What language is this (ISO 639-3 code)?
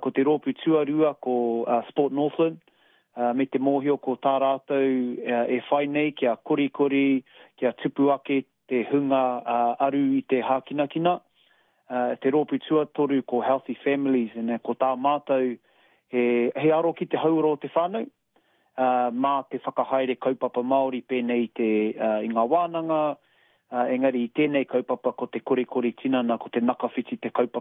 mri